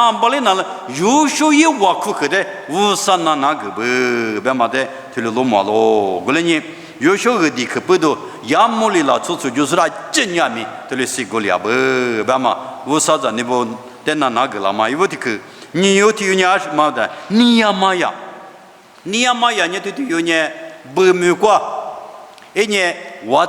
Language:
Lisu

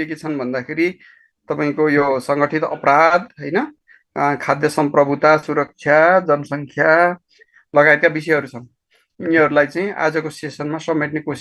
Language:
Nepali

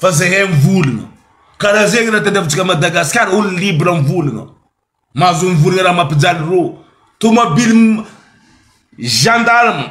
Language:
Malagasy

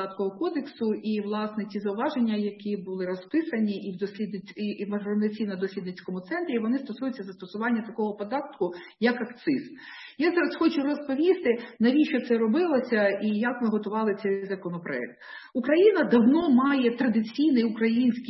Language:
Ukrainian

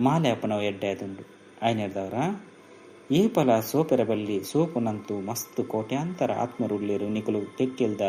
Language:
Tulu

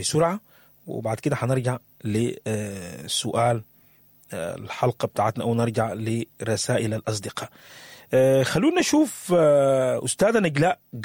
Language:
Sudanese Arabic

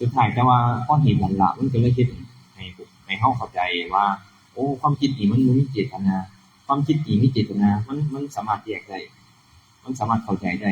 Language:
Northeastern Thai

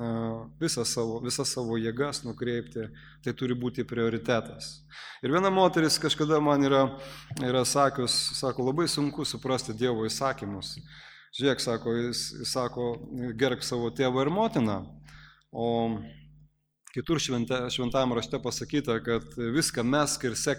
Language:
Lithuanian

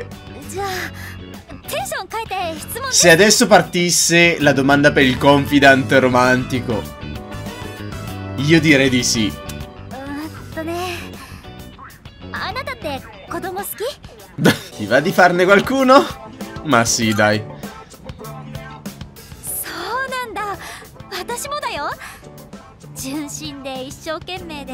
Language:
Italian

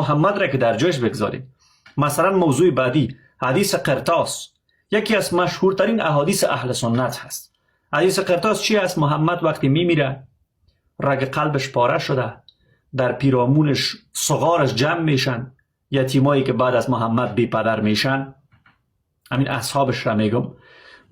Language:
Persian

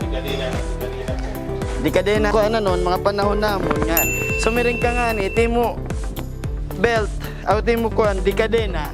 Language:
Waray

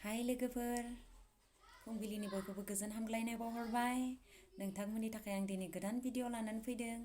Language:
Bodo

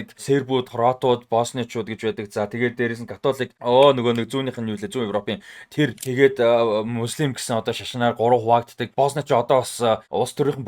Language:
Mongolian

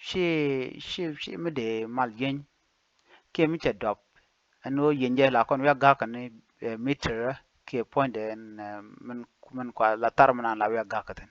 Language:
Nuer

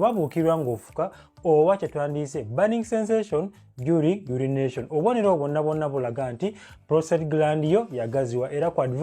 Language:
Ganda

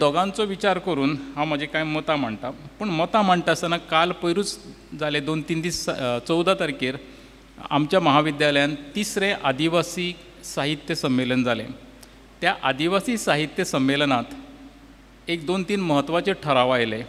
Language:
Konkani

